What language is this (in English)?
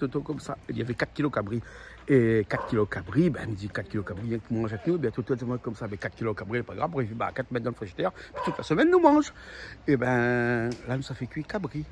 Réunion Creole French